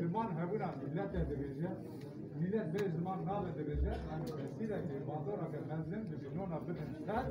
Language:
Kurdish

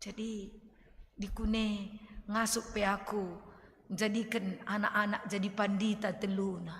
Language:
Batak Karo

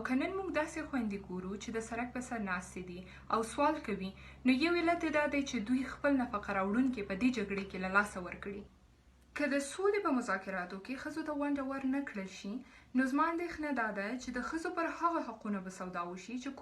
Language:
Pashto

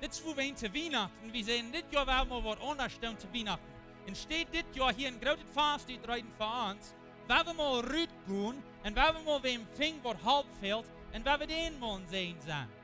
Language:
Plautdietsch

